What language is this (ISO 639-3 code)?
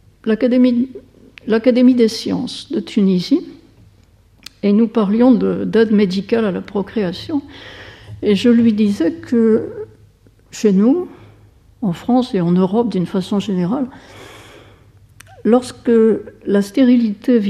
fra